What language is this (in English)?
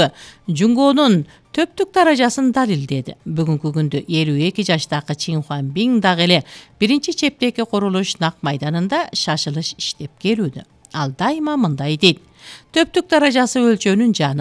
Kyrgyz